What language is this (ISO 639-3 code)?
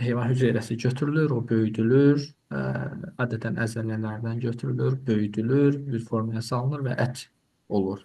aze